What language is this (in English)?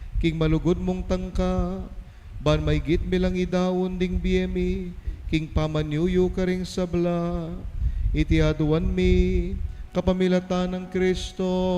Pampanga